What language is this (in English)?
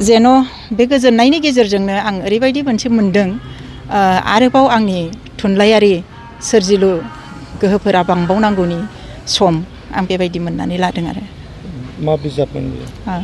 Bodo